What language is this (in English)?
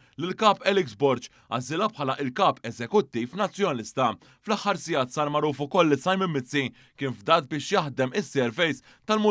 Maltese